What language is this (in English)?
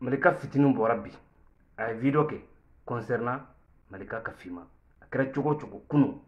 Bambara